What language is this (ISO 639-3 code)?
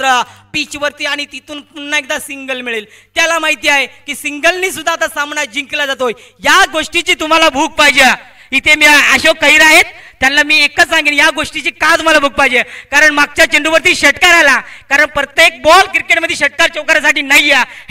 mar